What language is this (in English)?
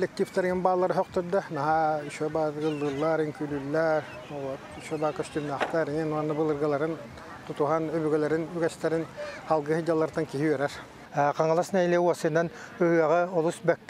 Yakut